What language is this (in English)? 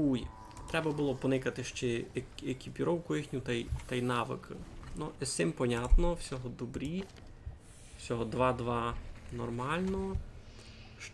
Rusyn